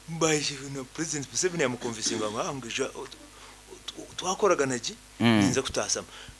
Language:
Nyoro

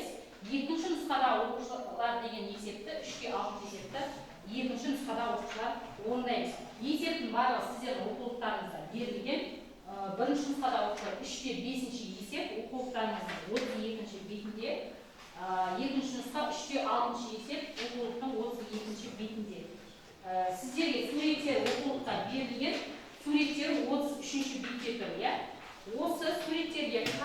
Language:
Kazakh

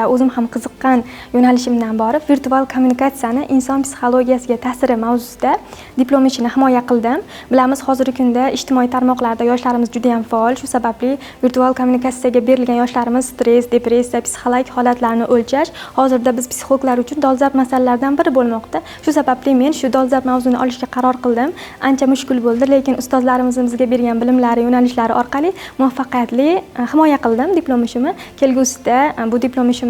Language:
Uzbek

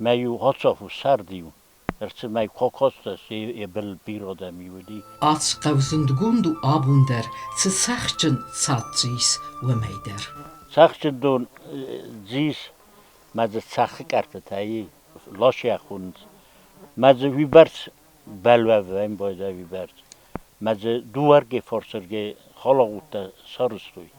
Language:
Ossetic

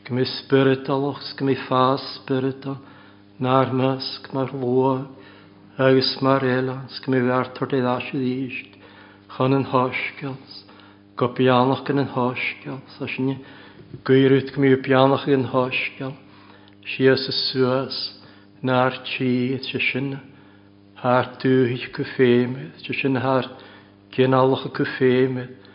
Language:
Welsh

